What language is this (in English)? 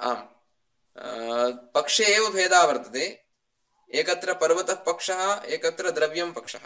Sanskrit